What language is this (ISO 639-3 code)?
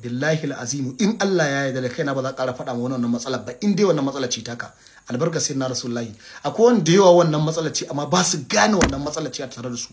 hau